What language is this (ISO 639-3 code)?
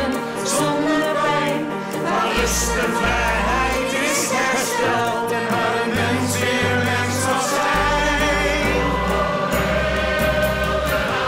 nld